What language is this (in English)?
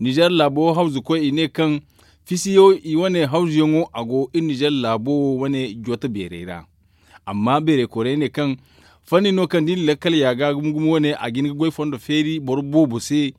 Zarma